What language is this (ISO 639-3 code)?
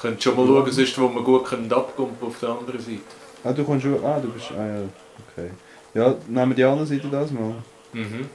gsw